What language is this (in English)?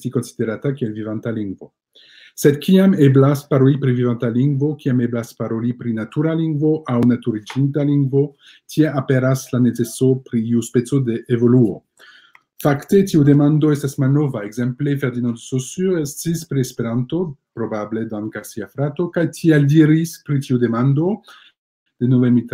Esperanto